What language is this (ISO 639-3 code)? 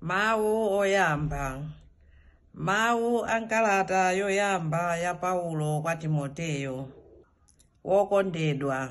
nya